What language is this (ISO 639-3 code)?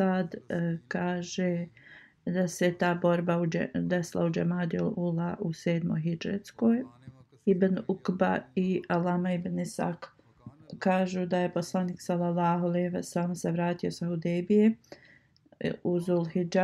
bos